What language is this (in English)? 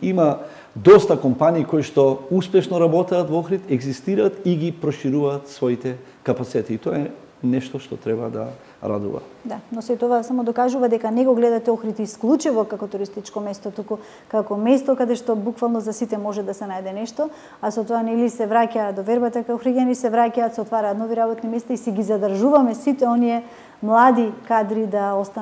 Macedonian